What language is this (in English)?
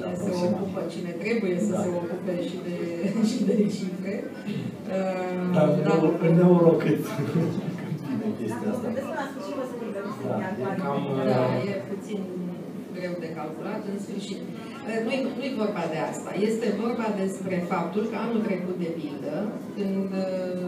Romanian